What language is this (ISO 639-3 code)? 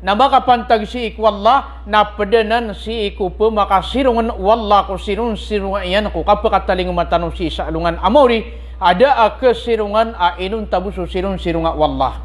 mrw